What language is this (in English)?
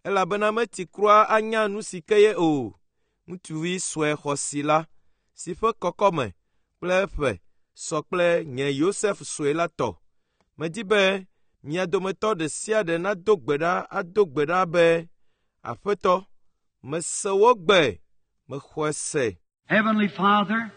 Ewe